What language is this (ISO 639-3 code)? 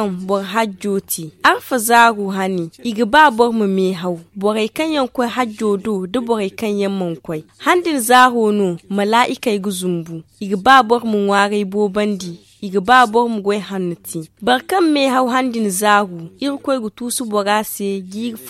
dje